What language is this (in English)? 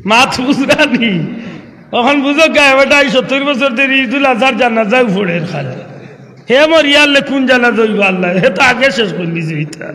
Sylheti